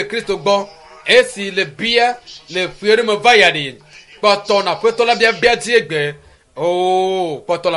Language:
Ewe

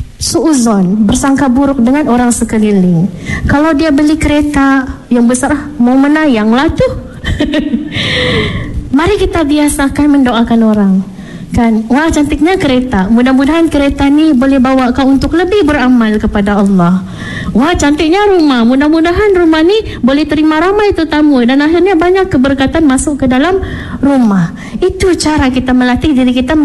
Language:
Malay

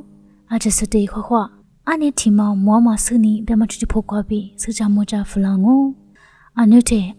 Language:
Lisu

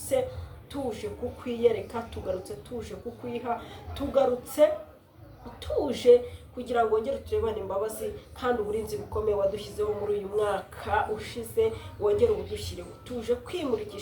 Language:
Kinyarwanda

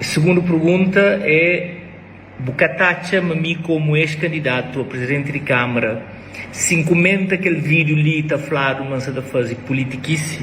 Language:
Kabuverdianu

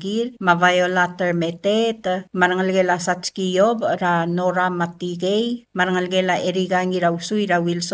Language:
Palauan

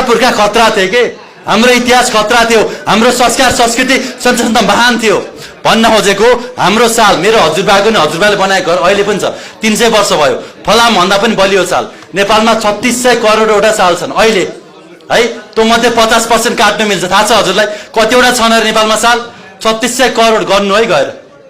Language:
Nepali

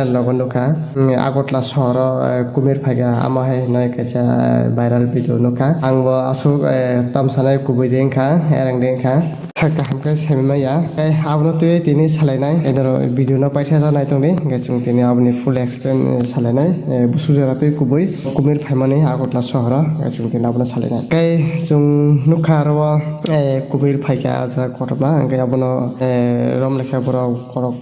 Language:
Kok Borok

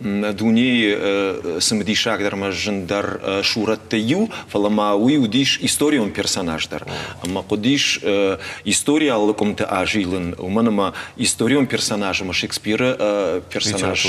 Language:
Ossetic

